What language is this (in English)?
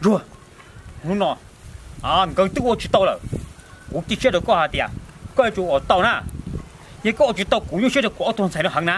Hmong